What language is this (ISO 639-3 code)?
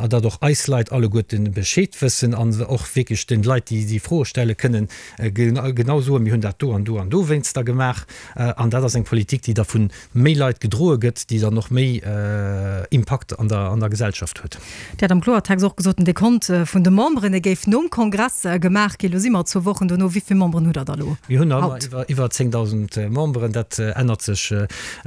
ltz